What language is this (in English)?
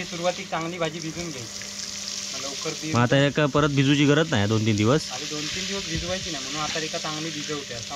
Konkani